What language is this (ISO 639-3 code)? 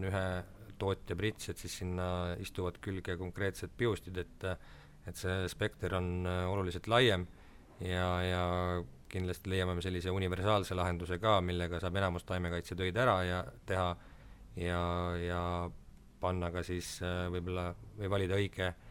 est